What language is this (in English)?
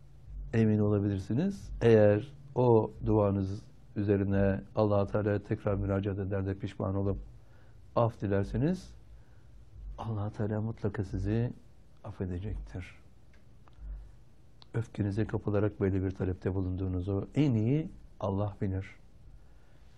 Turkish